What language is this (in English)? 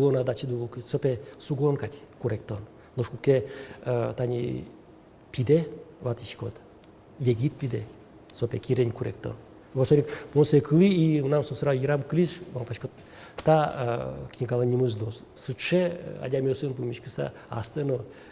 Udmurt